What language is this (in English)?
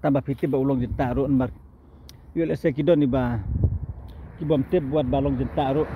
Khasi